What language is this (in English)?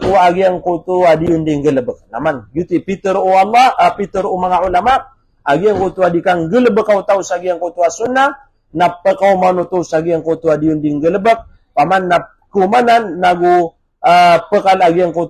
Maranao